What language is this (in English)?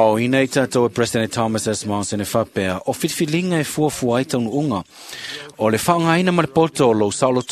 Samoan